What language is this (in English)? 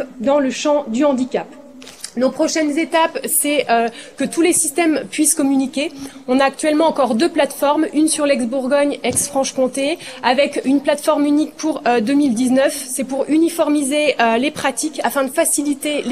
French